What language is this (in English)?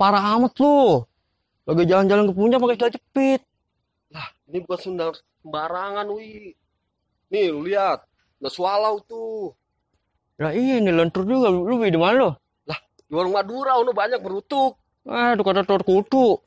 Betawi